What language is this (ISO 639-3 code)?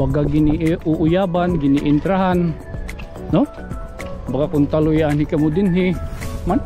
war